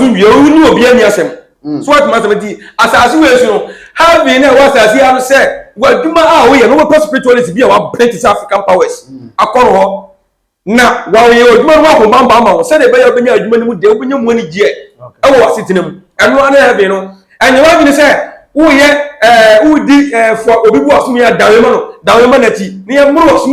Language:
Akan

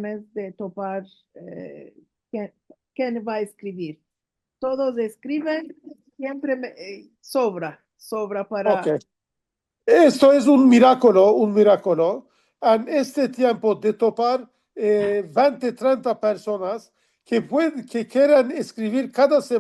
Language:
Ladino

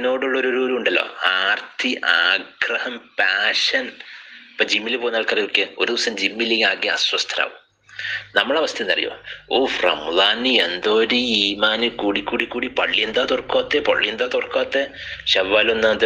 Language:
Malayalam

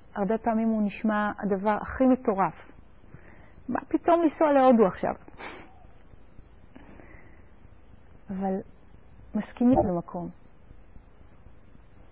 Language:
Hebrew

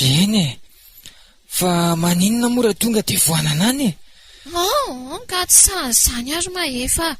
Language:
Malagasy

